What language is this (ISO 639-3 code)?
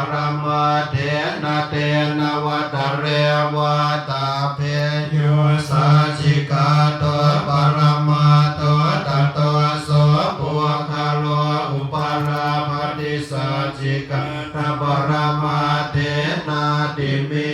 pli